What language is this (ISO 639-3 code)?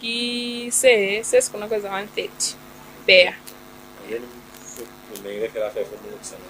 loz